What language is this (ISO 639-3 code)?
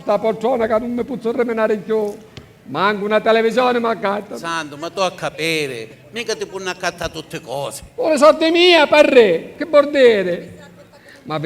scn